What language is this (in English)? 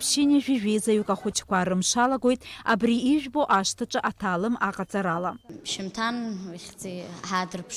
Abkhazian